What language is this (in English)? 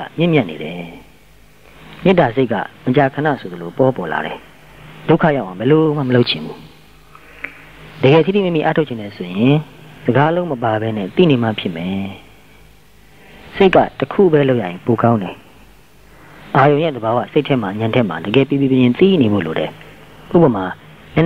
Burmese